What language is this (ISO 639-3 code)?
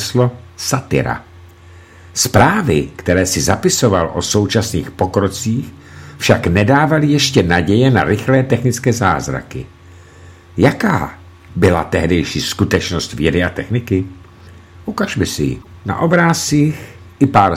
ces